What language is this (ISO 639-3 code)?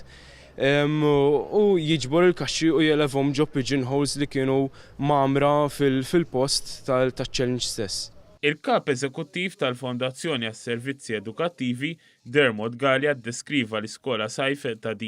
mlt